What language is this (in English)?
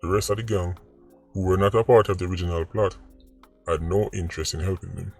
Jamaican Creole English